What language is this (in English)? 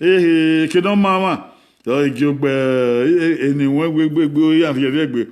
Bini